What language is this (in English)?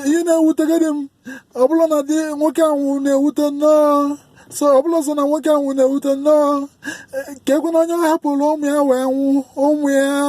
Igbo